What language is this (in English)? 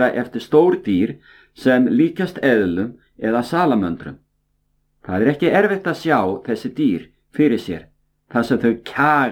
Icelandic